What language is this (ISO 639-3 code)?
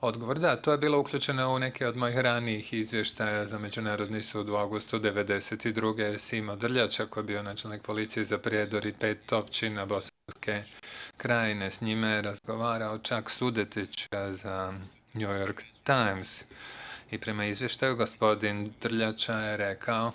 bos